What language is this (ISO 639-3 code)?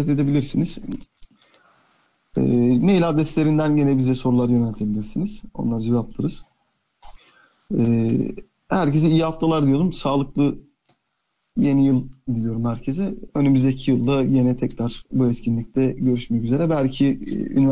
tur